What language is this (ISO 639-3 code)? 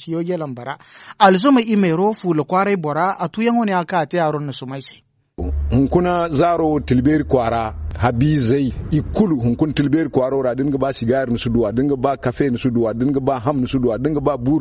dje